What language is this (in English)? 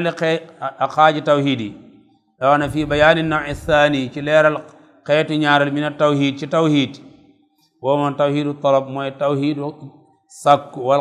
Wolof